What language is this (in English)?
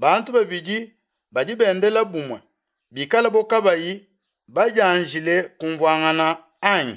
Luba-Lulua